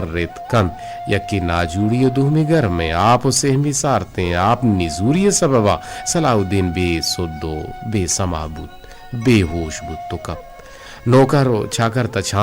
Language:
Eastern Balochi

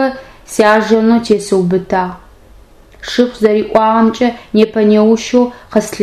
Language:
Adyghe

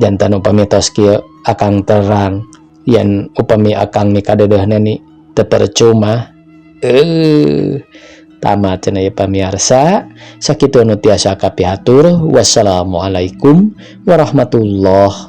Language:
Sundanese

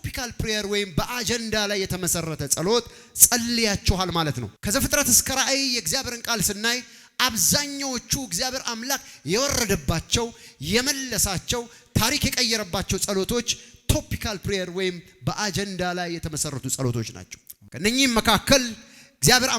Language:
Amharic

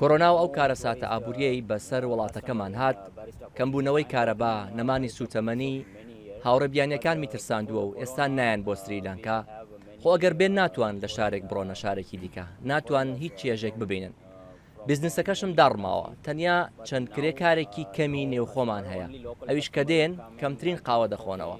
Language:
Central Kurdish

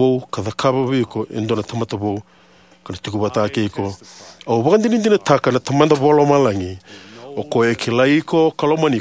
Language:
Fijian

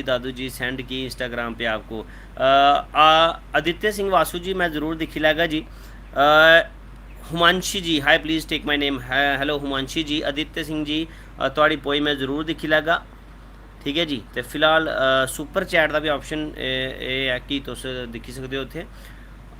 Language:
Dogri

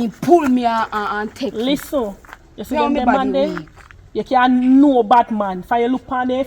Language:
Jamaican Creole English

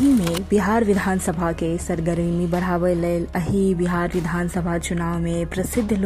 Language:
Maithili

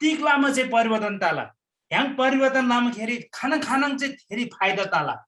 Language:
Eastern Tamang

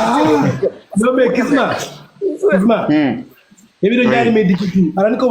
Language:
Fula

